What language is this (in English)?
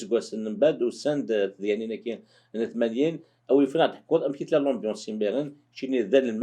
Kabyle